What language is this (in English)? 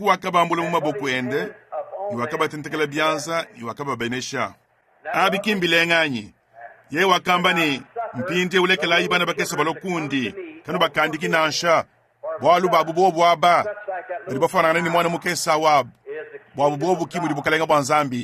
Luba-Lulua